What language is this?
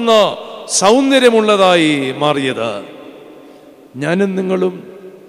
Malayalam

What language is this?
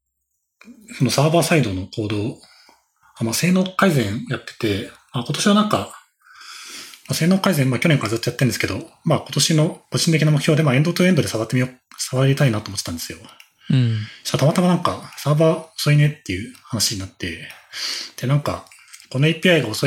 Japanese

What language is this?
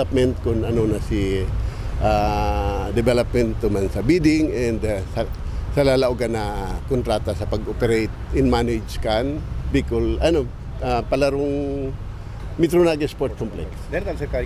Bikol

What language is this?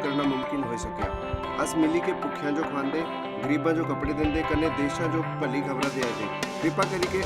Dogri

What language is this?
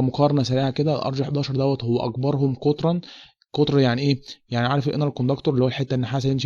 Egyptian Arabic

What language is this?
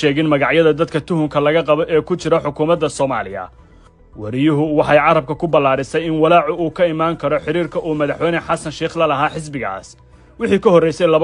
Somali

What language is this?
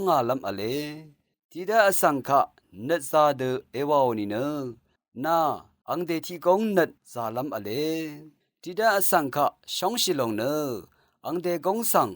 Rawang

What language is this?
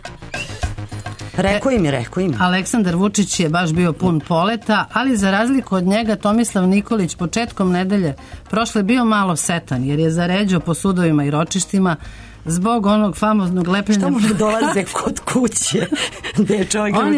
Serbian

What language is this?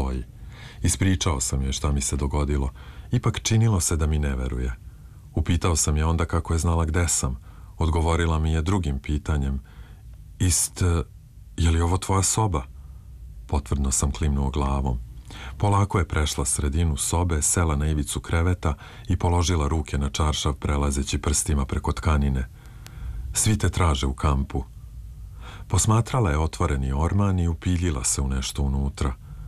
Serbian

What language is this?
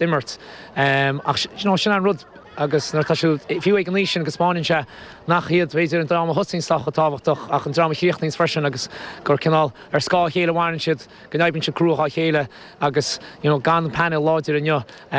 Irish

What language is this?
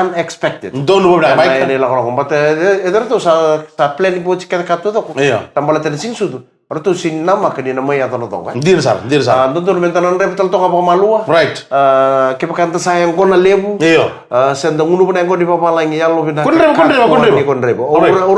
Fijian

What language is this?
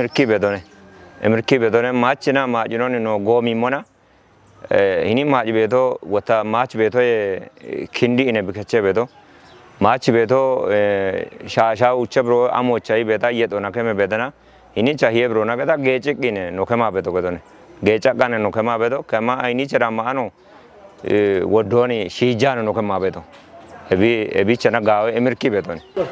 Kafa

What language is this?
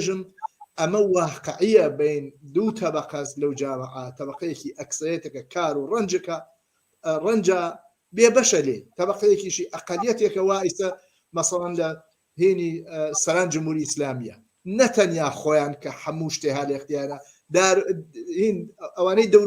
Central Kurdish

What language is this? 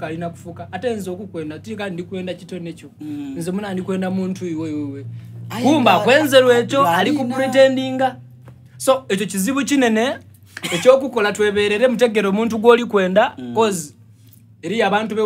Soga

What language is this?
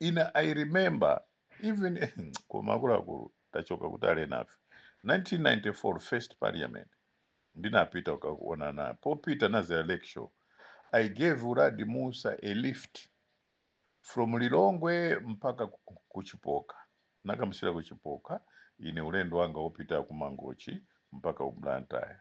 Nyanja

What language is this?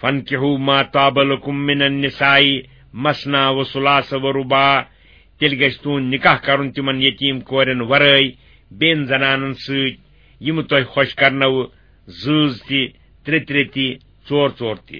Kashmiri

